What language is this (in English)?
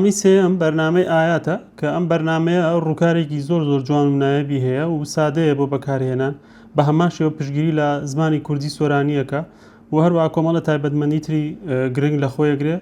Central Kurdish